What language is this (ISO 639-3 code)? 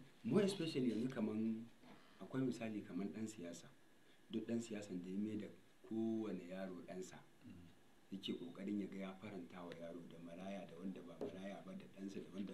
hau